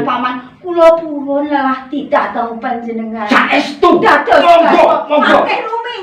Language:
Javanese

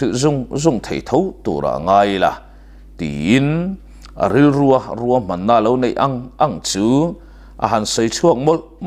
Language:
Mizo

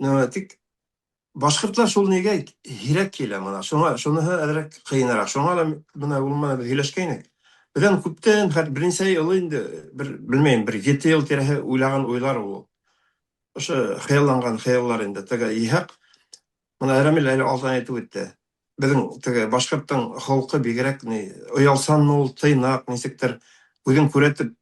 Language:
Bashkir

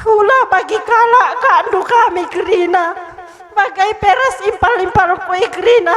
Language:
Batak Karo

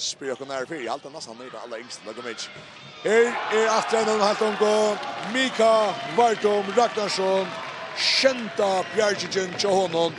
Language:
Faroese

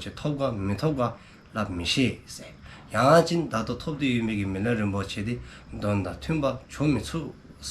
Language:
Dzongkha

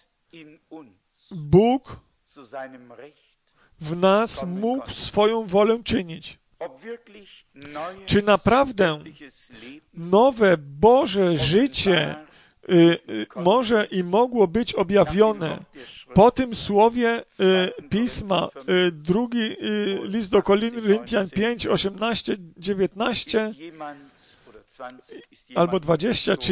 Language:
Polish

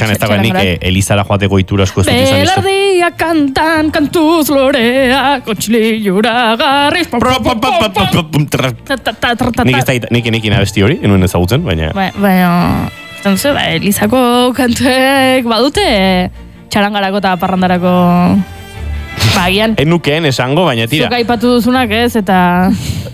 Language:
Basque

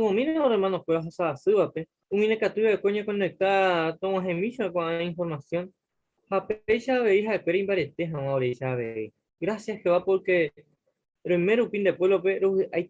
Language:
Guarani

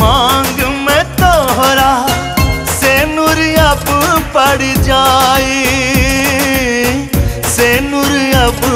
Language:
Bhojpuri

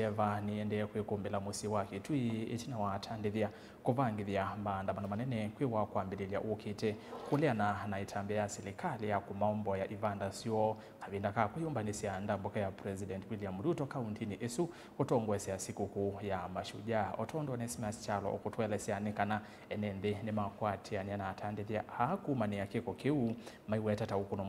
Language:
Kamba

